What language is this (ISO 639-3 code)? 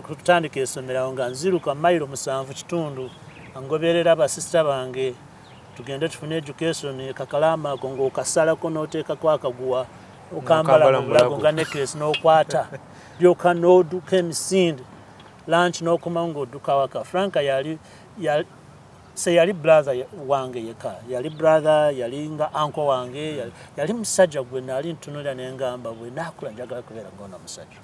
lug